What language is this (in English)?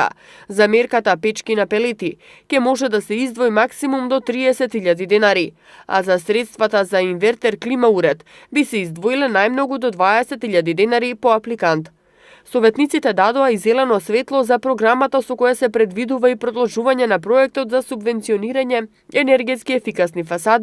Macedonian